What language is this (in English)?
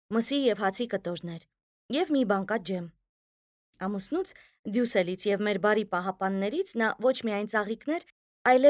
Armenian